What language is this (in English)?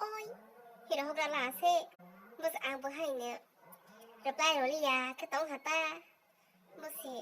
Kok Borok